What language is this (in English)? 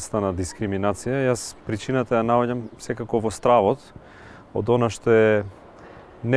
Macedonian